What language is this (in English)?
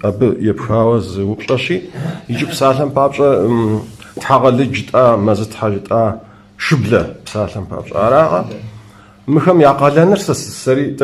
Kabardian